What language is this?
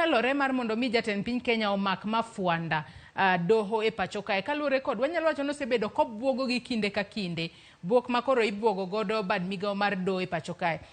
Luo (Kenya and Tanzania)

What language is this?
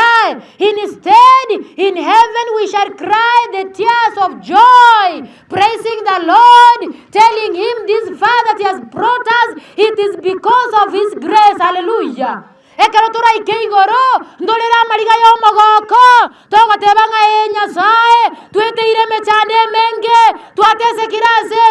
Gusii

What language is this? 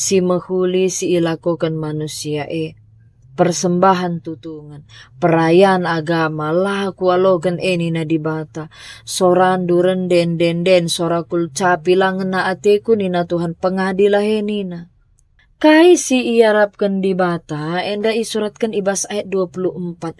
Batak Karo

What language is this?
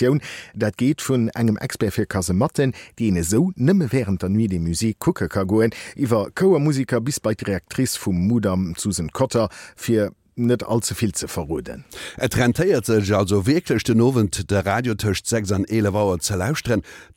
Luxembourgish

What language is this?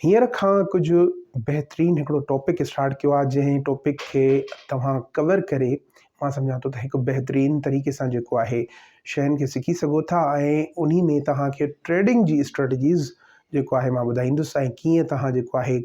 Sindhi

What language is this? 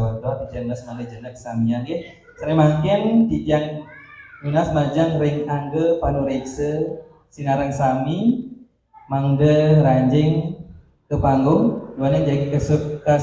Balinese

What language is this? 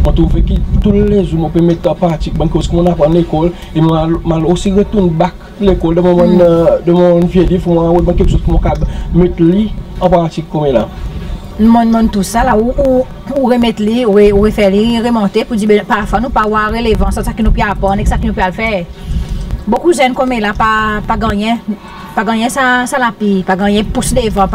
Seselwa Creole French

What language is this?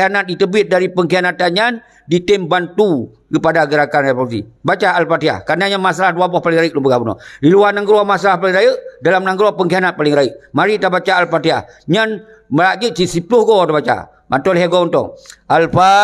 Achinese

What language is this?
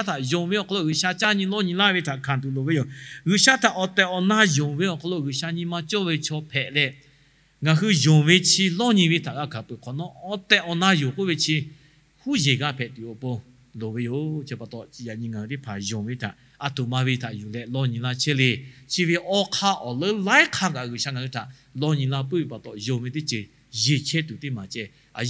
Lahu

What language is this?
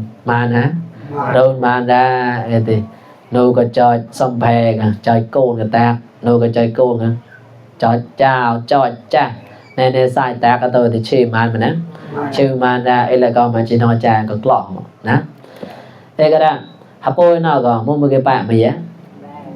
Mon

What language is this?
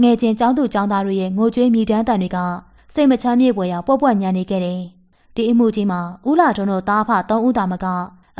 Burmese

